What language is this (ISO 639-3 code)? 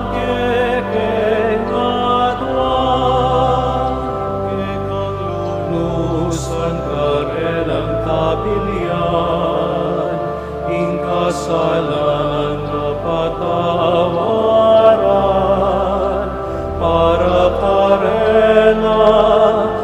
pam